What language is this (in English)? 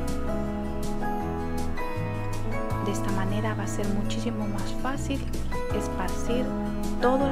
Spanish